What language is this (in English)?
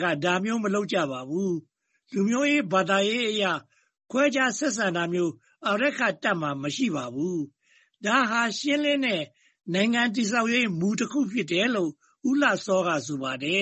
Burmese